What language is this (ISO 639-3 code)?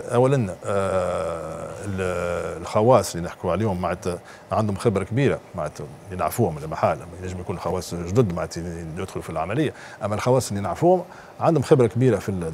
aeb